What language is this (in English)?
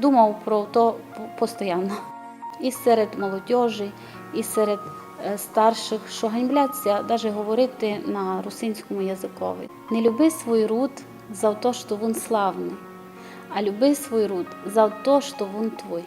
Rusyn